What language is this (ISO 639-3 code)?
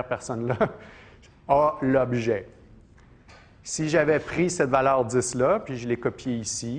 fra